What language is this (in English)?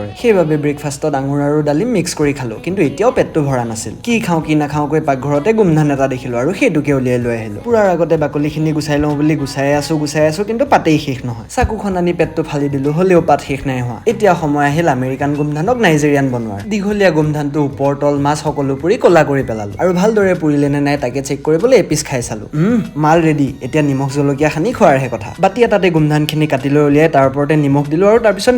Assamese